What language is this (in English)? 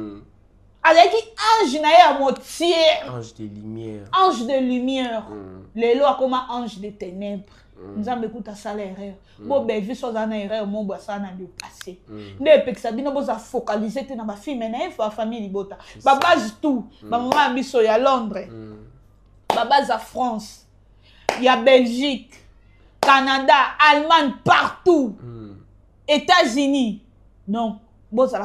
Lingala